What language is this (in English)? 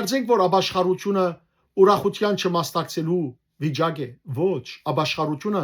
Western Armenian